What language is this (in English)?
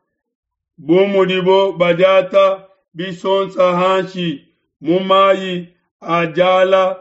Luba-Lulua